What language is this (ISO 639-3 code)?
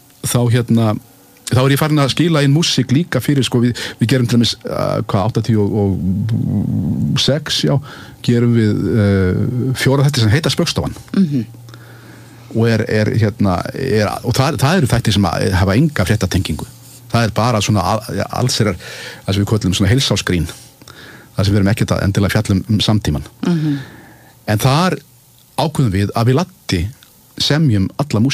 isl